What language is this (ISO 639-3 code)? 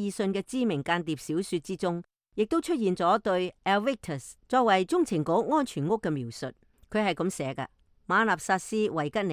yue